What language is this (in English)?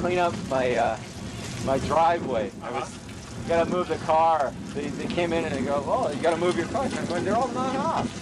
English